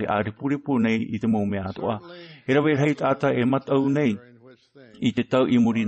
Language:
Tahitian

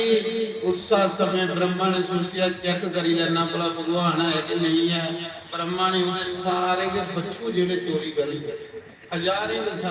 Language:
Dogri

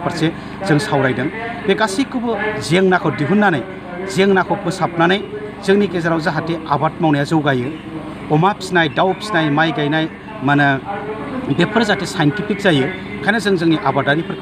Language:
Bodo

